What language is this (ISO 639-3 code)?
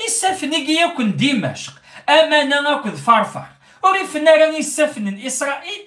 kab